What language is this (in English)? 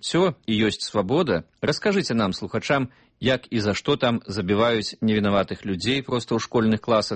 Belarusian